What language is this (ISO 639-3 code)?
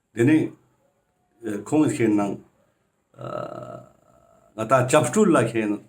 lbj